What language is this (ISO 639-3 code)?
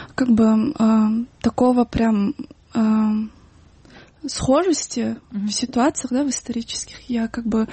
rus